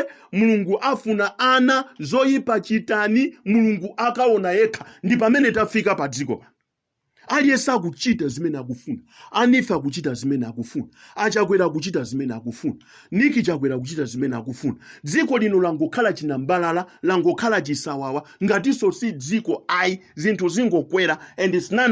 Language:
Nyanja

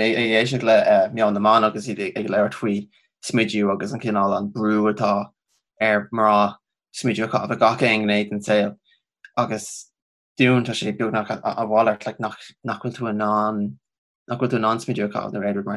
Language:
Irish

